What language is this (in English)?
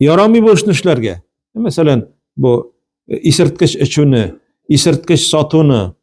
Tatar